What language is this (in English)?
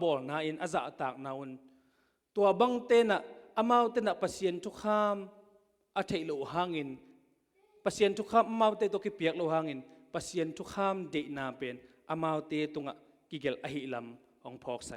Tedim Chin